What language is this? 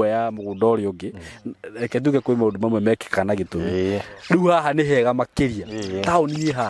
Kikuyu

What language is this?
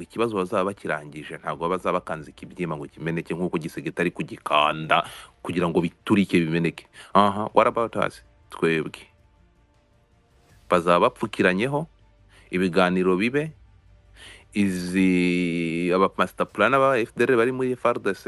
Kinyarwanda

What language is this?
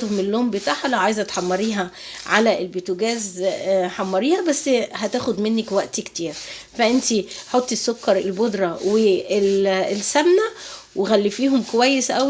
Egyptian Arabic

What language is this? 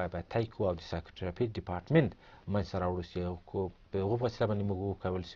Pashto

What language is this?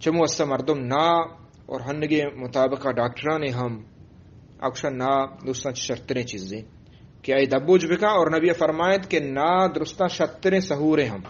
Eastern Balochi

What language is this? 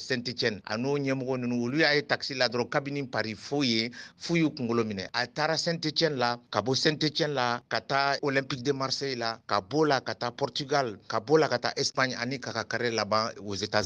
Bambara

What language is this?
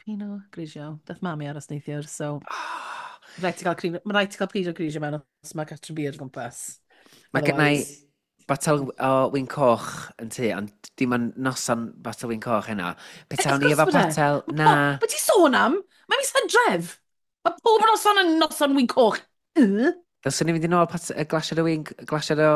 Welsh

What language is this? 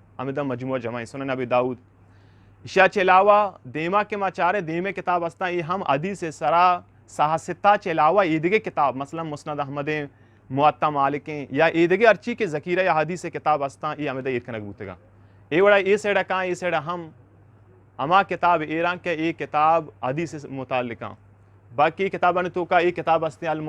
Eastern Balochi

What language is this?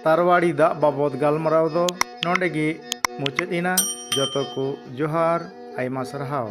Santali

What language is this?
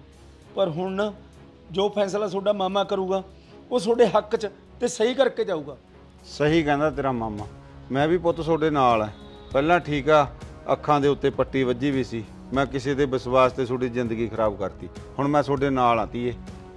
Punjabi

